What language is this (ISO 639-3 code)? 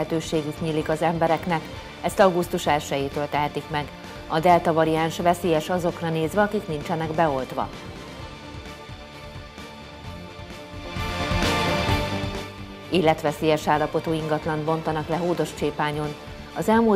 hun